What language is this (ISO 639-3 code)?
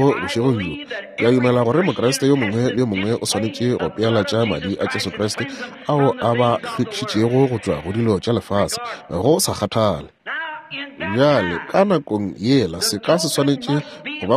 nso